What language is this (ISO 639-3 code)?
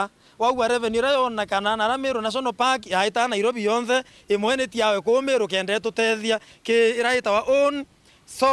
mer